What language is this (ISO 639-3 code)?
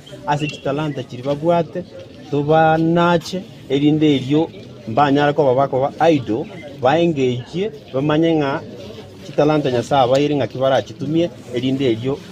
guz